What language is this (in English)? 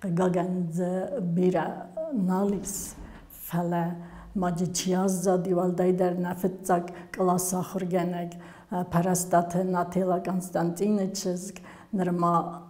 Ossetic